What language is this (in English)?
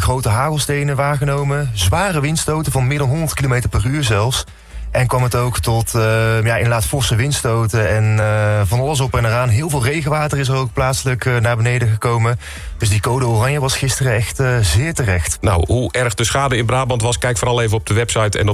Dutch